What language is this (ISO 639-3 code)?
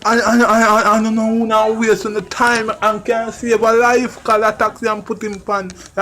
jam